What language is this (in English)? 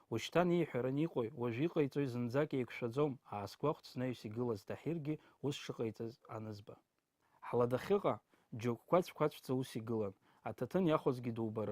Abkhazian